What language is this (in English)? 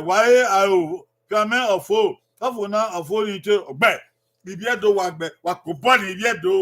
Bini